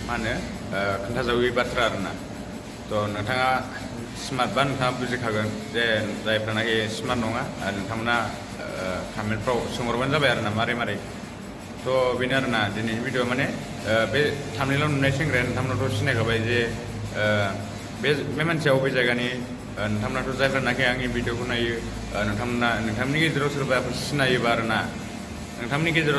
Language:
Bodo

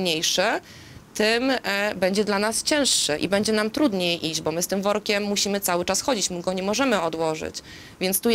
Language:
Polish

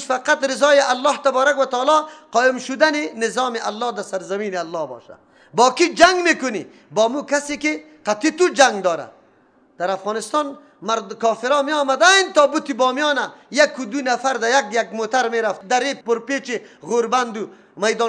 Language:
Persian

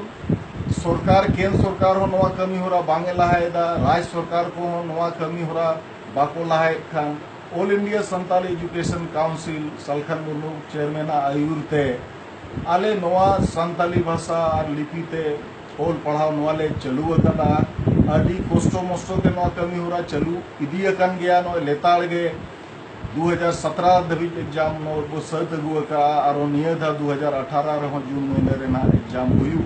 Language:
Santali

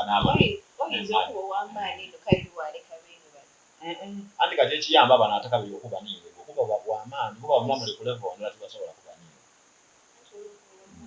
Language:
Soga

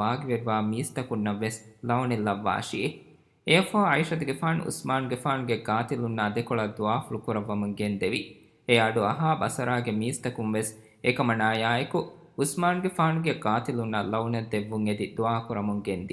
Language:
Divehi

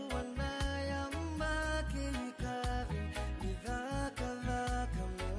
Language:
Fijian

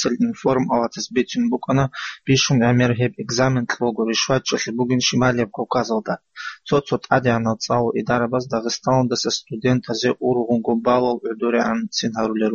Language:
Avaric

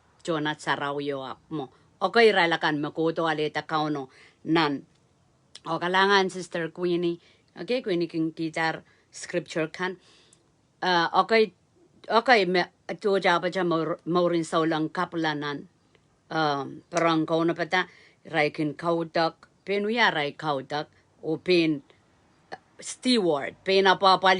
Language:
Pohnpeian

